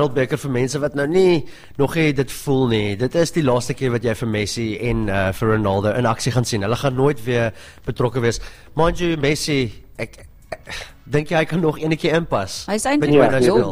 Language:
Afrikaans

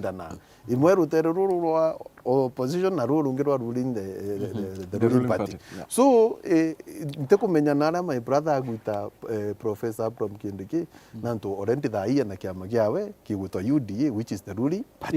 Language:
Meru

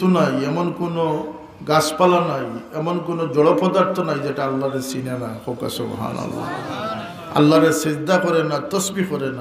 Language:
Sylheti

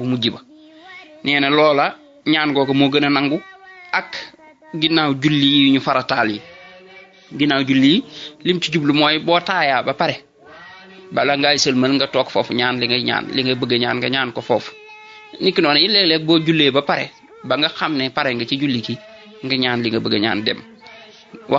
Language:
Wolof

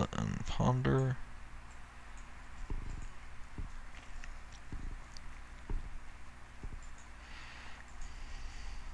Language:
English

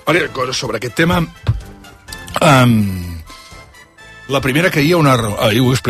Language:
Catalan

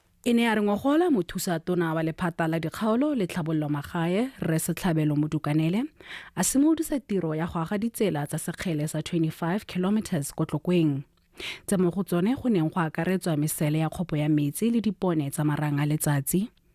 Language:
Tswana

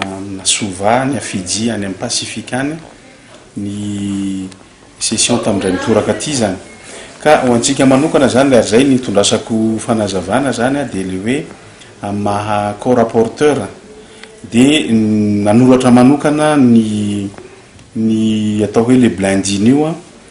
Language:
Malagasy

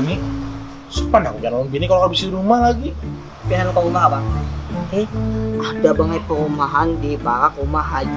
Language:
Banjar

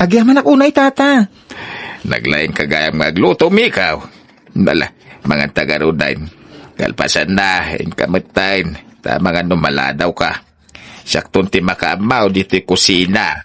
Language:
Iloko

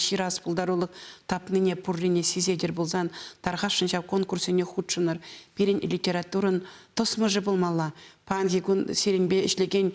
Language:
Chuvash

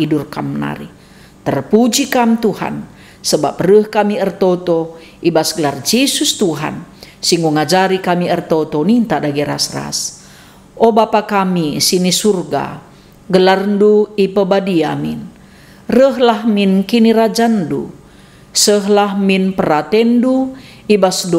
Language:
Batak Karo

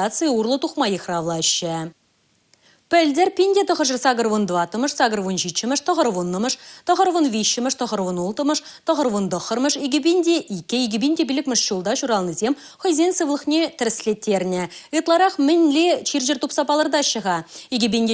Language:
Chuvash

